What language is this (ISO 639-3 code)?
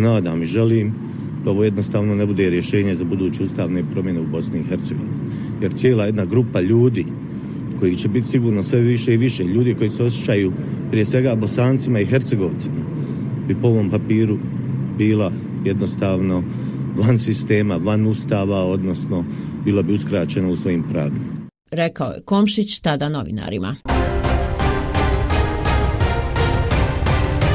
bos